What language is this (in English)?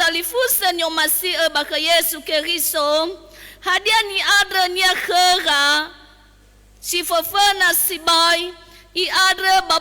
Nias